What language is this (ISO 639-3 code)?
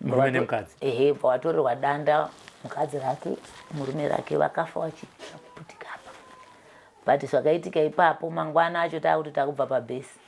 sna